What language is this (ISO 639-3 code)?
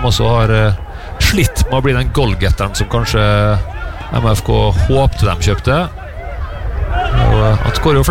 nor